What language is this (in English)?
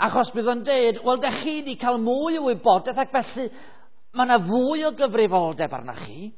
Welsh